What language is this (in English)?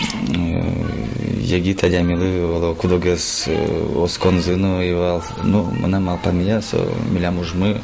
Udmurt